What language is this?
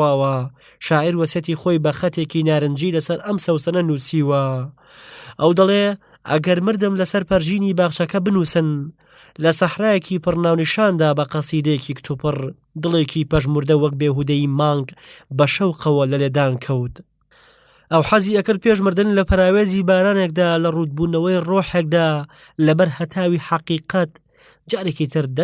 Central Kurdish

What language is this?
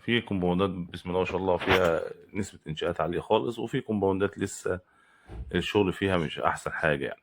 Egyptian Arabic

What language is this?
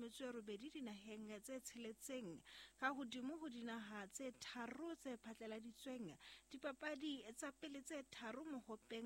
Southern Sotho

